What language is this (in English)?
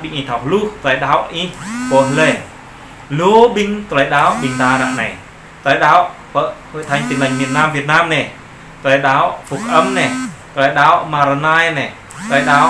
Jarai